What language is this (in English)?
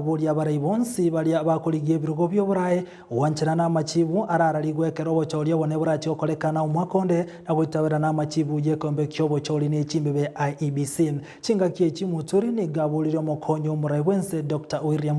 Gusii